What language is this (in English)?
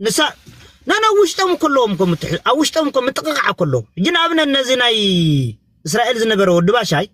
Tigrinya